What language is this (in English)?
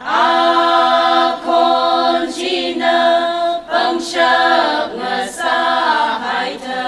Tangkhul Naga (India)